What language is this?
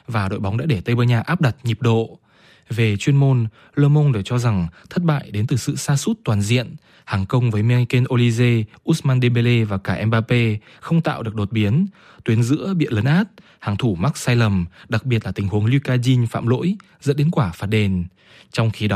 Vietnamese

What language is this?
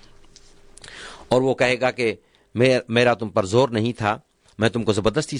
Urdu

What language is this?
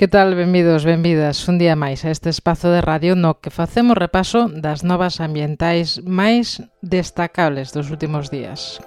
Galician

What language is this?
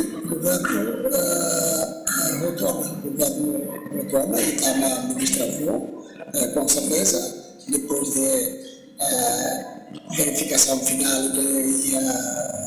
Tetum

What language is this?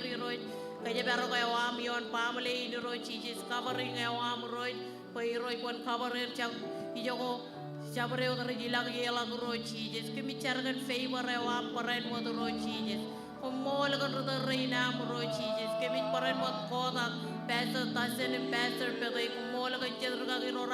Marshallese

